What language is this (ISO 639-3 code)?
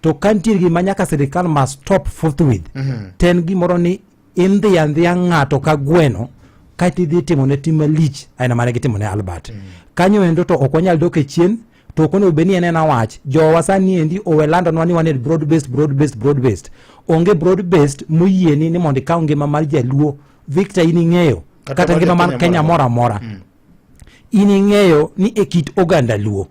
luo